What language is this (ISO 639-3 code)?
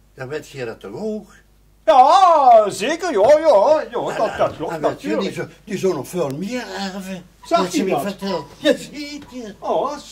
lim